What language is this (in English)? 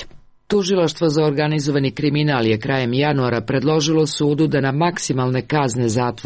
Serbian